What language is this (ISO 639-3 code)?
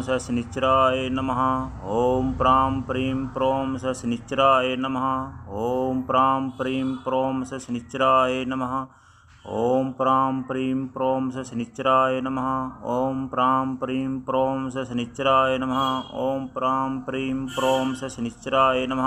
san